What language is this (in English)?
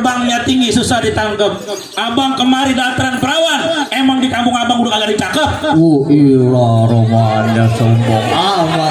Betawi